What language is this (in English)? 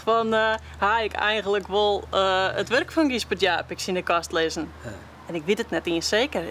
Western Frisian